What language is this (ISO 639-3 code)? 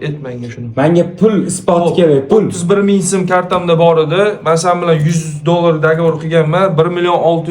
uzb